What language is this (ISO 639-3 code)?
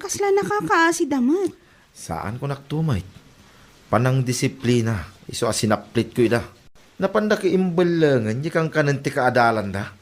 ilo